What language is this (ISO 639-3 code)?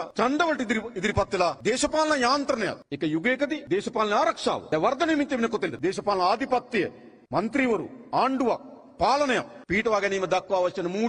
sin